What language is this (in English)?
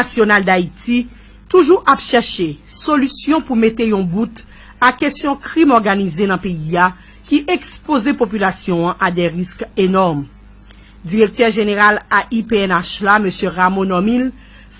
Haitian Creole